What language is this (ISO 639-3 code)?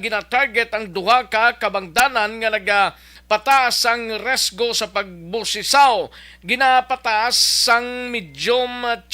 hil